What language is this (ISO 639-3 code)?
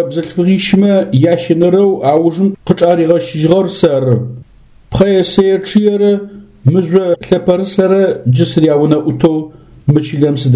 ady